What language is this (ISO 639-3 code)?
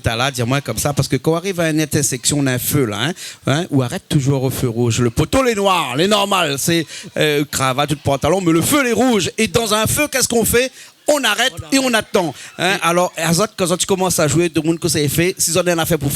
rcf